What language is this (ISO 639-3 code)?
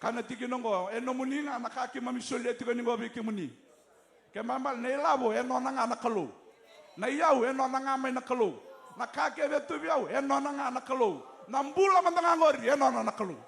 fij